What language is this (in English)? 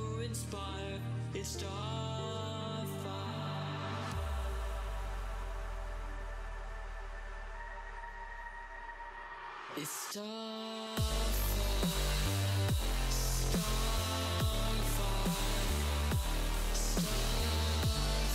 Malayalam